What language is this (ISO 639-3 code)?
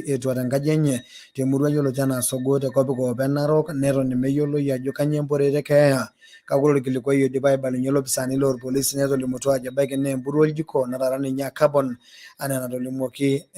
mas